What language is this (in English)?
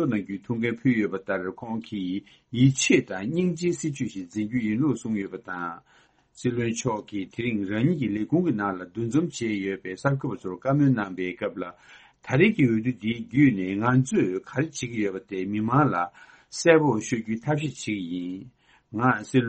Tibetan